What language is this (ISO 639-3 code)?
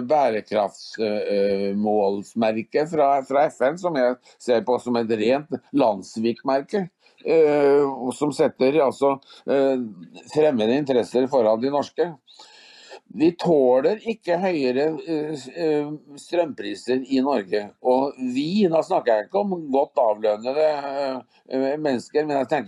nor